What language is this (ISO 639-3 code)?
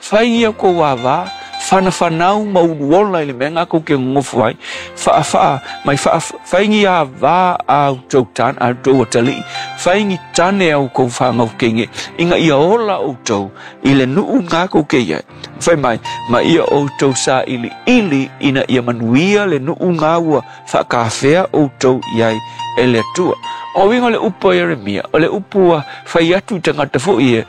smo